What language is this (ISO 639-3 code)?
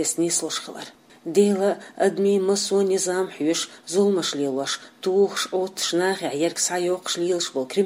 che